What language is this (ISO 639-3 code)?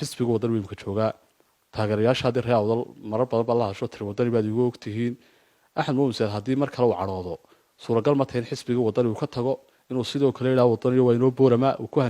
som